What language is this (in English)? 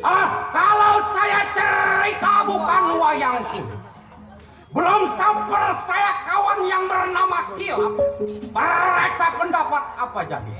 Betawi